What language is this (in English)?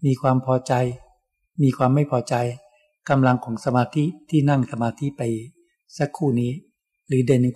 Thai